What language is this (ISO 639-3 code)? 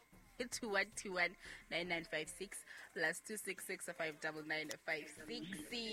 sot